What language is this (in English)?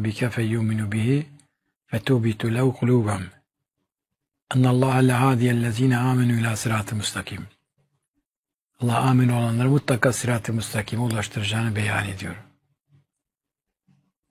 Turkish